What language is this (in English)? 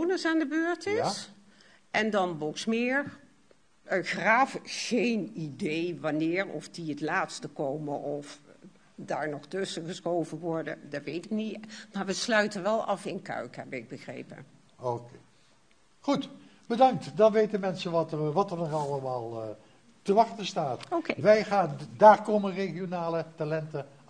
Dutch